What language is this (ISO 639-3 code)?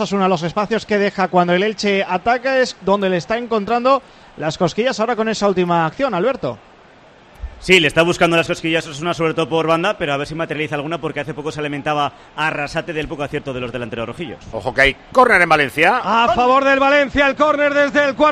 spa